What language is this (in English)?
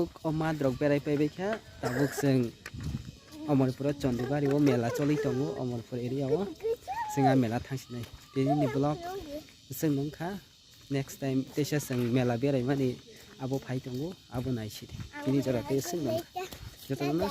Kok Borok